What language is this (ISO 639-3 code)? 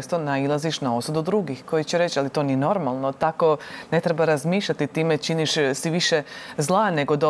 hrv